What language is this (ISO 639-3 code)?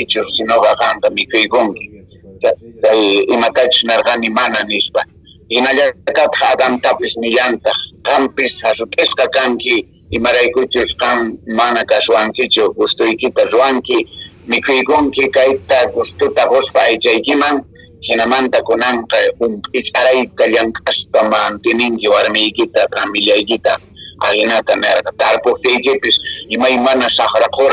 que